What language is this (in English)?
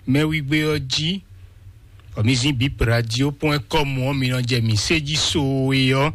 Fon